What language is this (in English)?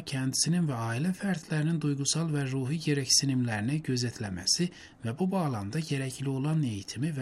Turkish